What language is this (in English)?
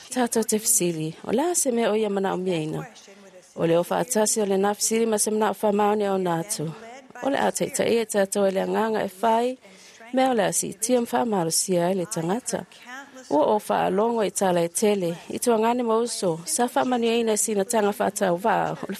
Samoan